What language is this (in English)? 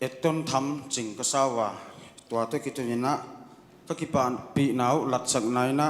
Paite Chin